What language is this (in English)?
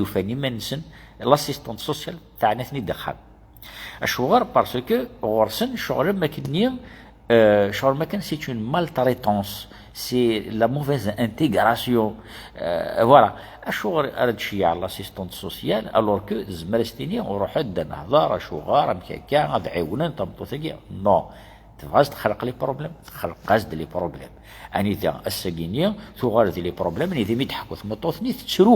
Kabyle